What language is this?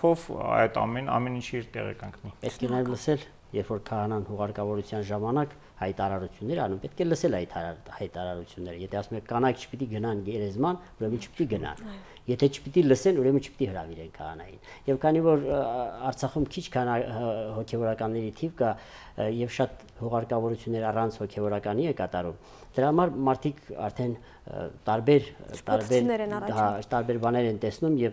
Armenian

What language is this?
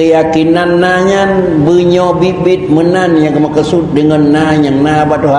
Achinese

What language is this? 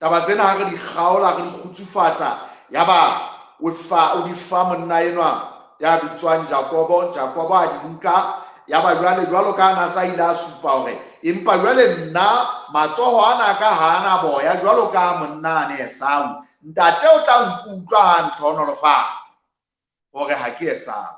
Southern Sotho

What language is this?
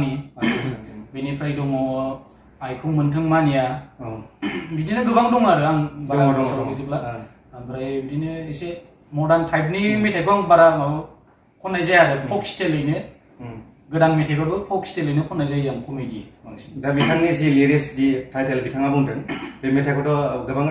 Bodo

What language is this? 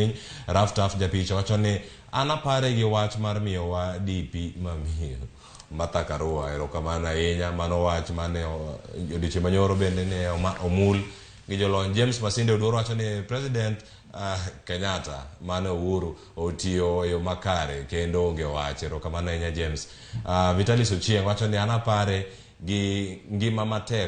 Luo (Kenya and Tanzania)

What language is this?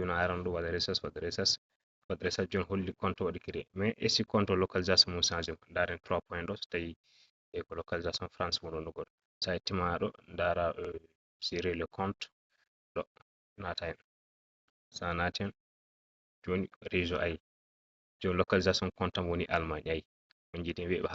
Fula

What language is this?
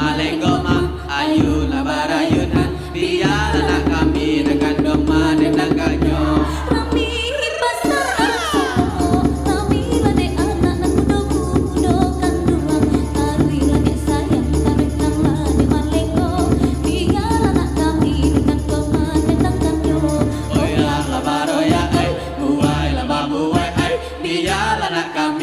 Minangkabau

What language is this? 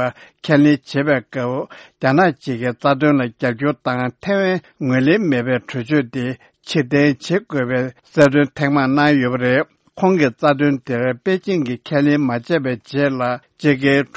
Tibetan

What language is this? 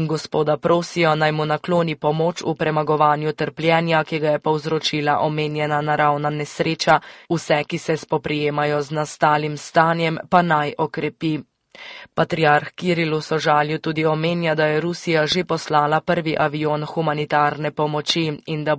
Slovenian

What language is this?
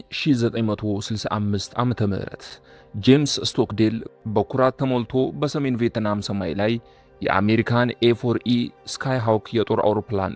Amharic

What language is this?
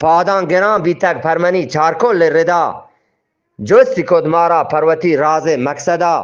Eastern Balochi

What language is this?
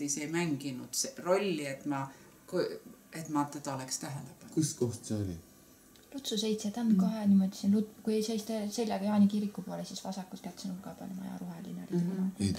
Estonian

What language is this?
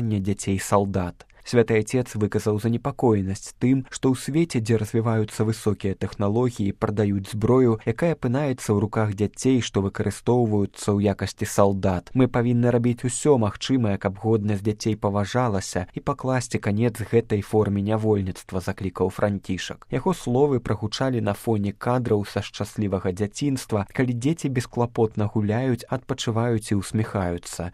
Belarusian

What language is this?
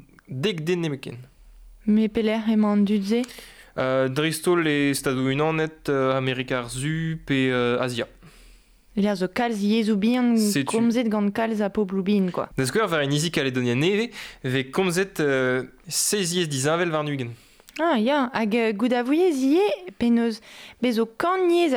Breton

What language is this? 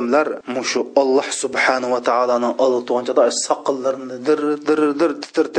Uyghur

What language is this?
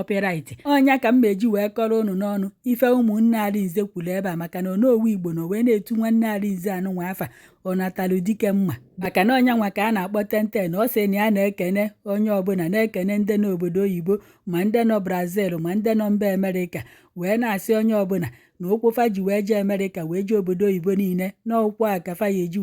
Igbo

